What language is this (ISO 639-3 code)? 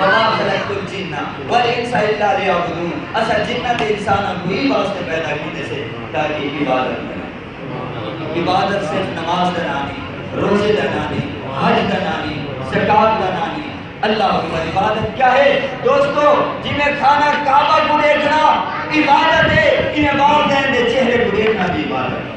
skr